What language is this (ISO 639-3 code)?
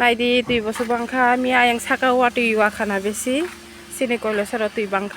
trp